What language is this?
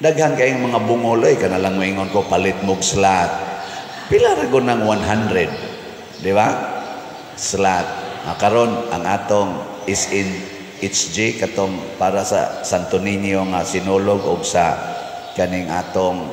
Cebuano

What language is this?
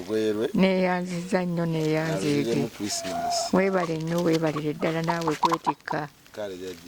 Ganda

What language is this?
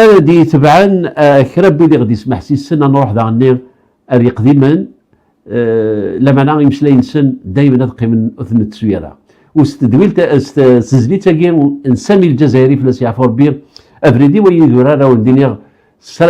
Kabyle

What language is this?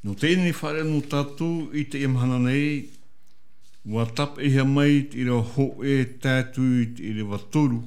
Tahitian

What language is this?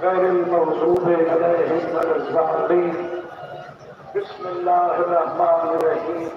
Saraiki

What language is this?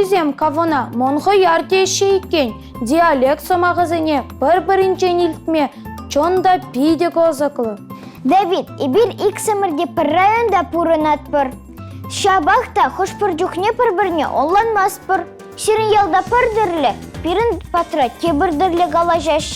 Chuvash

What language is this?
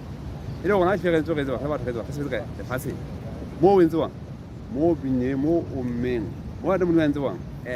Southern Sotho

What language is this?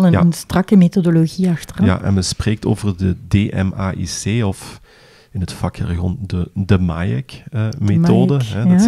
Dutch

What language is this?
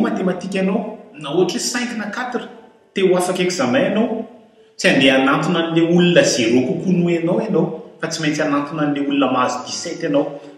Malagasy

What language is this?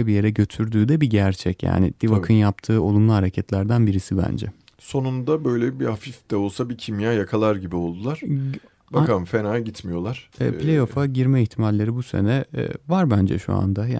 Turkish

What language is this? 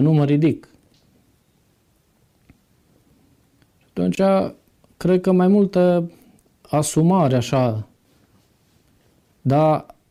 Romanian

